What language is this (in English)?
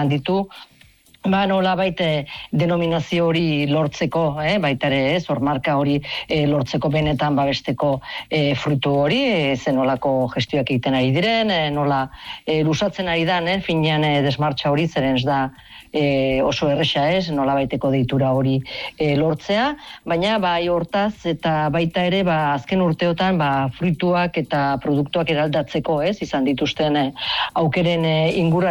Basque